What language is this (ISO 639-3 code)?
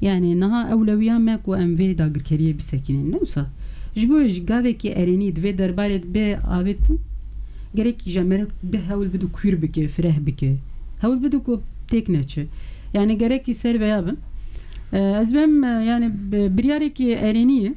kur